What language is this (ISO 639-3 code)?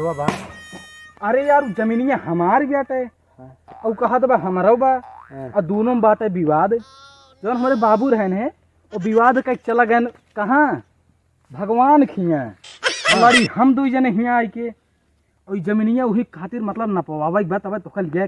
awa